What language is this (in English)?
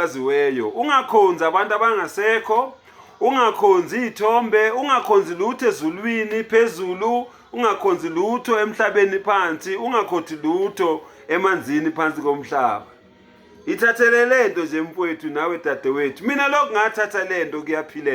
Zulu